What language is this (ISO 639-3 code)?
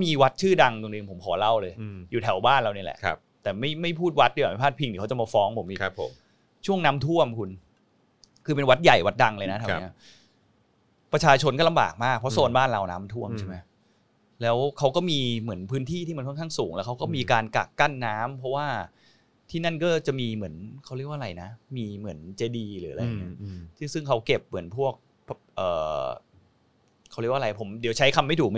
tha